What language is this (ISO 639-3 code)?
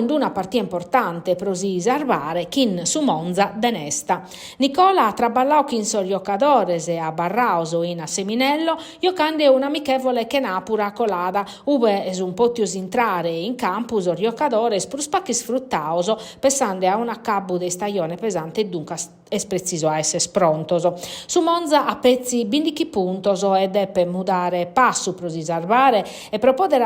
srd